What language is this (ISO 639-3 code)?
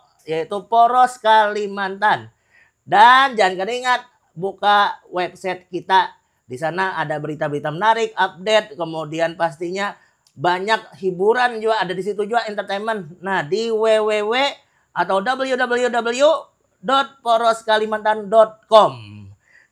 bjn